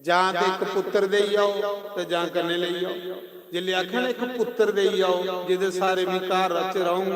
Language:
Dogri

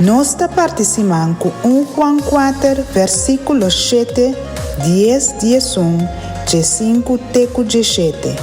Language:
Papiamento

